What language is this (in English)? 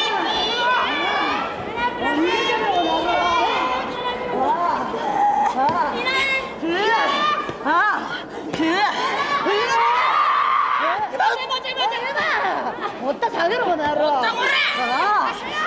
Japanese